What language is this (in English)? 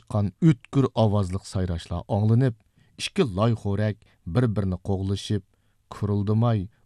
Uyghur